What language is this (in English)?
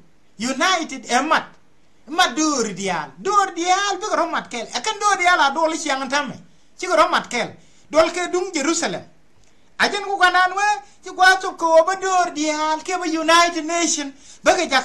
Nuer